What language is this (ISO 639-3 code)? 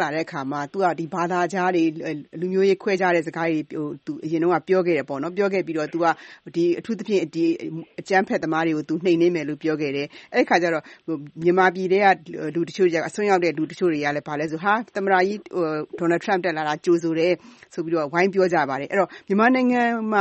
mya